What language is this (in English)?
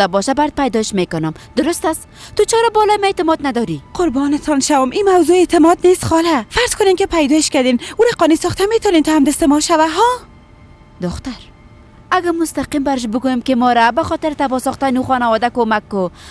Persian